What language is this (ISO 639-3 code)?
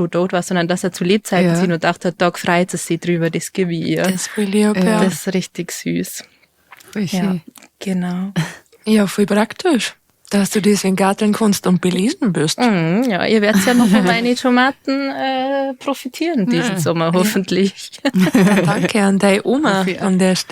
bar